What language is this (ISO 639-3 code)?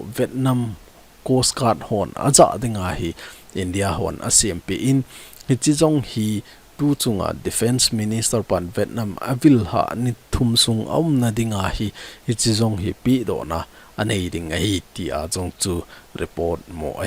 tcz